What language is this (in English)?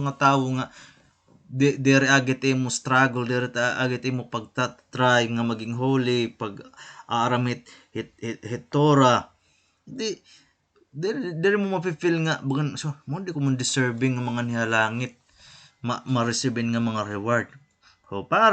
Waray